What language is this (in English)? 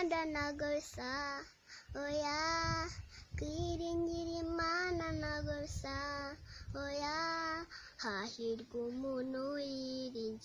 Kinyarwanda